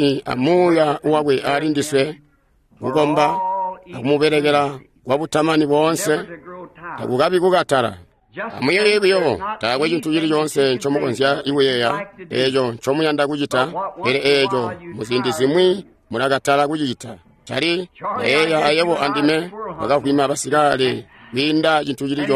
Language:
Tonga (Zambia)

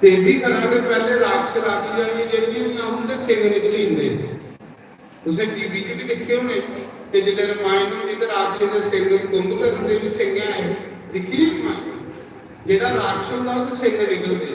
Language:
Dogri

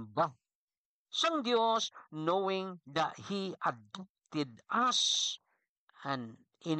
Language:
Filipino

